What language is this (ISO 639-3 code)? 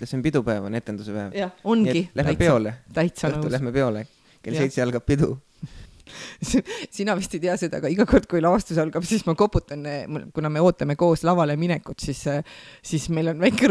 est